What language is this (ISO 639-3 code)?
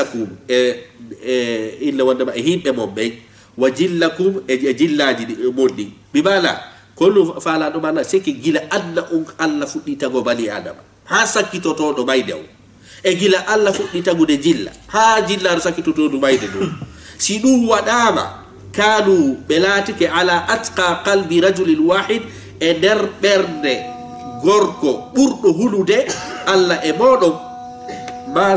ful